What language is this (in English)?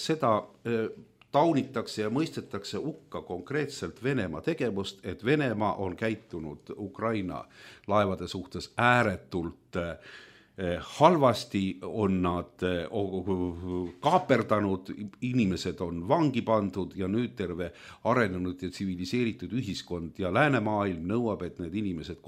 Estonian